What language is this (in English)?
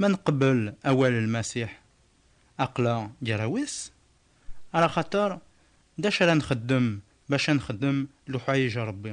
Kabyle